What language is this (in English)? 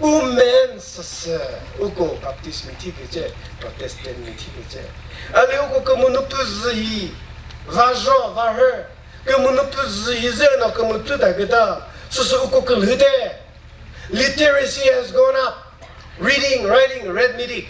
Chokri Naga